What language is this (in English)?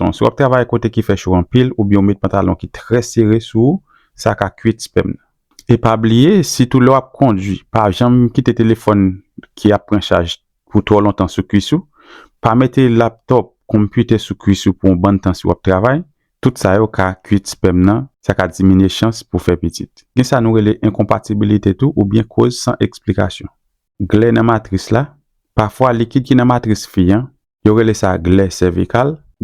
Haitian Creole